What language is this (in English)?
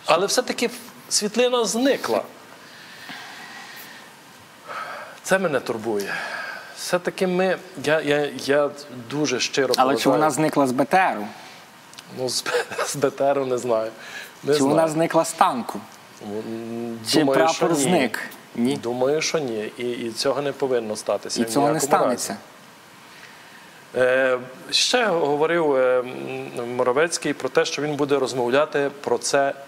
Ukrainian